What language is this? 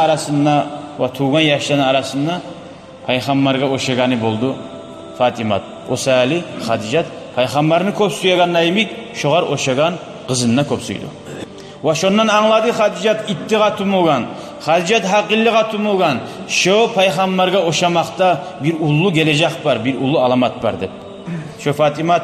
Kumyk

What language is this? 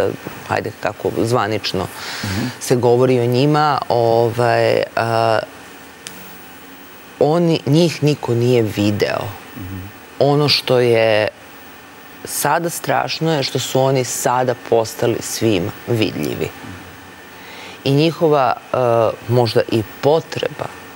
Serbian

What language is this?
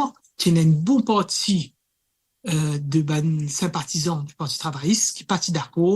Morisyen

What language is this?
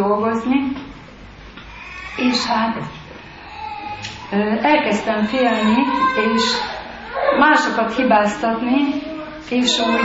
Hungarian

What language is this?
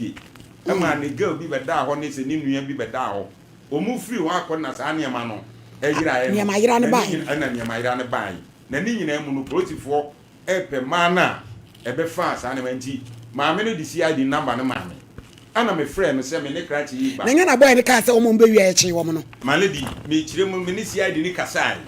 Akan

